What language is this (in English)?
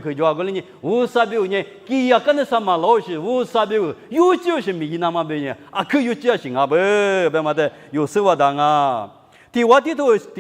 Lisu